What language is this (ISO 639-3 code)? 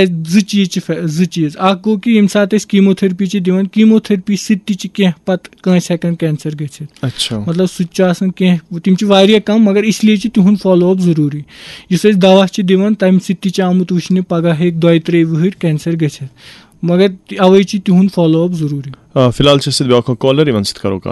kas